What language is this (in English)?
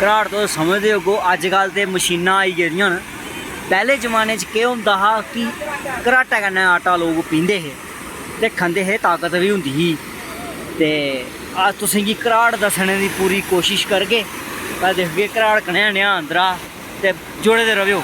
Dogri